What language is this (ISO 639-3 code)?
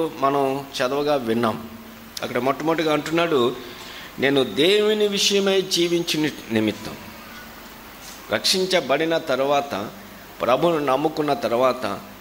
tel